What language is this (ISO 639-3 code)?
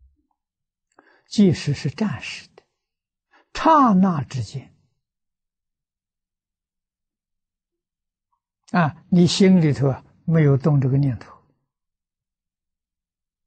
zho